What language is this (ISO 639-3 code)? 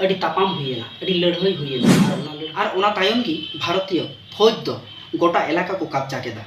sat